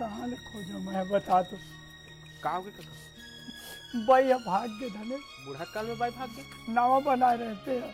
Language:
Chhattisgarhi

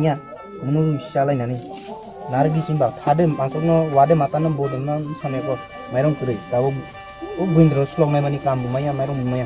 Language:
Kok Borok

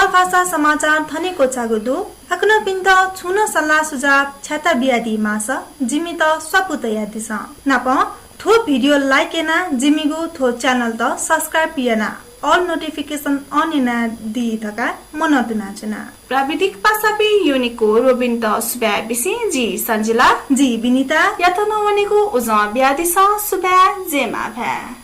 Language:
Newari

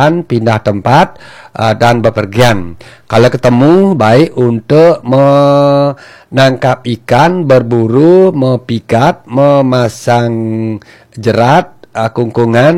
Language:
Balinese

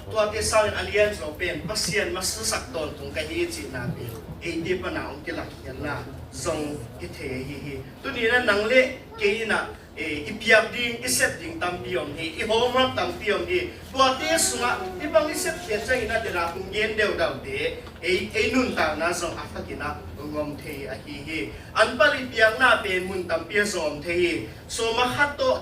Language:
Tedim Chin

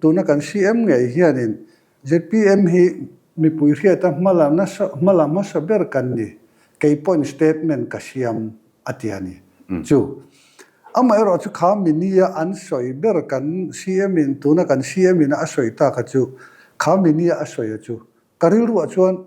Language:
Mizo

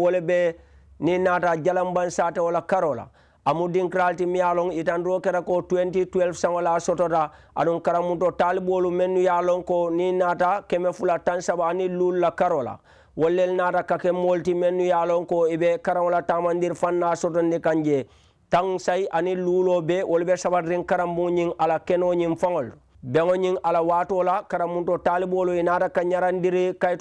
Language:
Mandingo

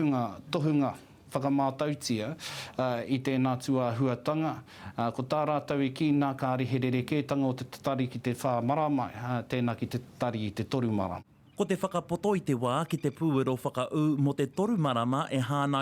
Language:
Māori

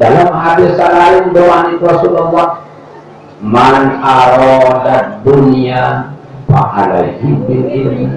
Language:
Sasak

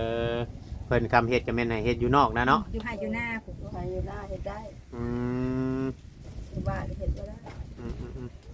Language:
Northeastern Thai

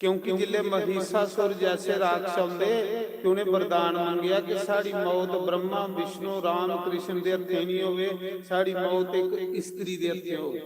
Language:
Dogri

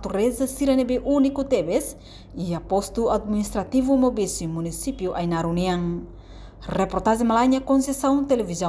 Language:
Tetum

